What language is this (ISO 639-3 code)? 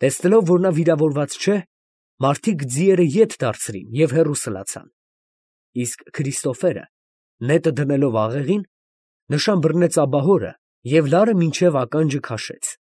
hye